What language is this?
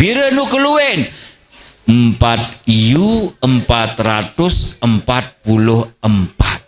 Sasak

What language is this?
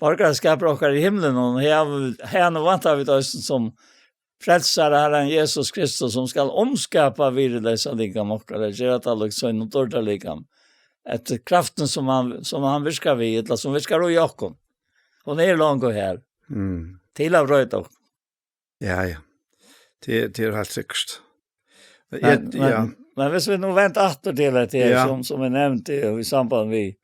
Faroese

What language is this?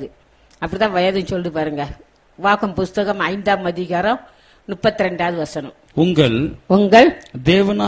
Tamil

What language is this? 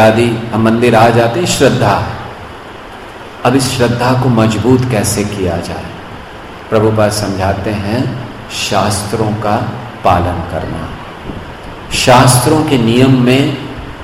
Hindi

